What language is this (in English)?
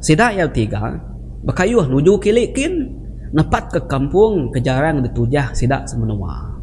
Iban